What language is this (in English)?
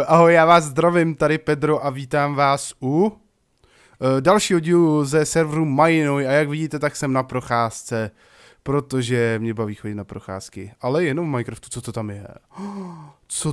Czech